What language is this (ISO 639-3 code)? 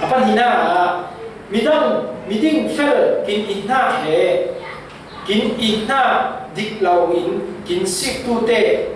cfm